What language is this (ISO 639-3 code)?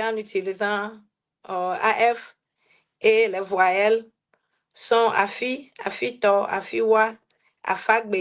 ewe